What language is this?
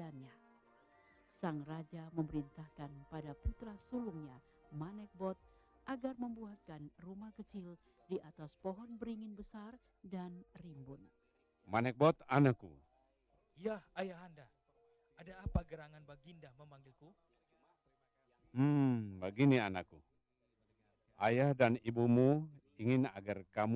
Indonesian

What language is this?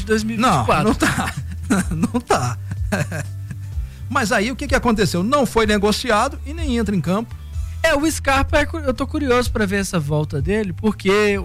Portuguese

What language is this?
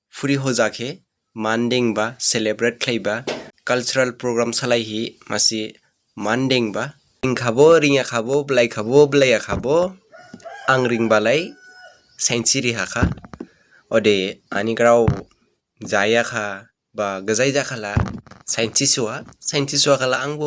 Dimasa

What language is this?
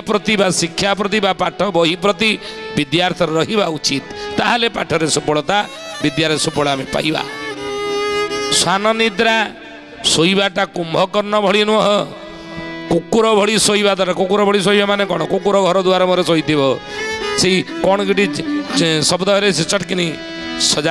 Odia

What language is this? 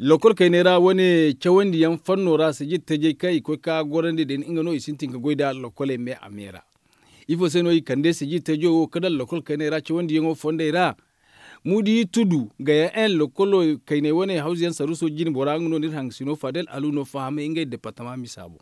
Zarma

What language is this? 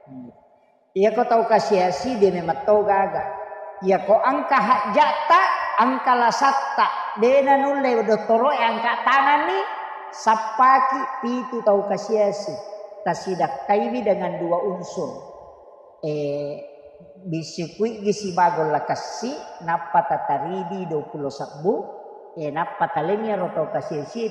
Buginese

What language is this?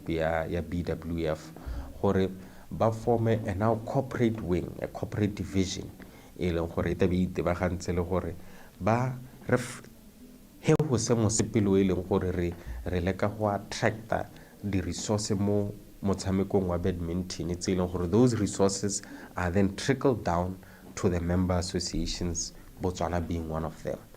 Tswana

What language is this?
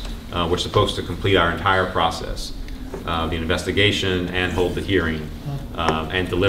English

